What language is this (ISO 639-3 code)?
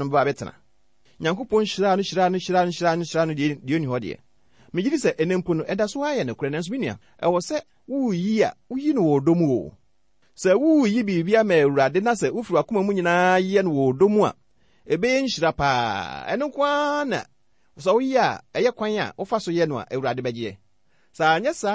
aka